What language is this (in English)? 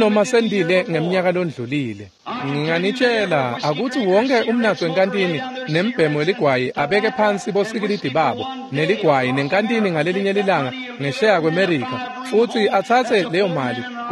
Swati